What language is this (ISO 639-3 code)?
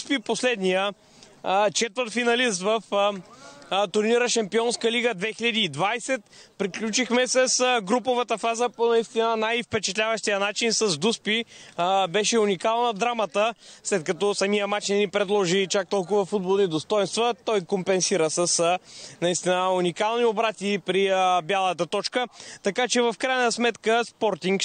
bul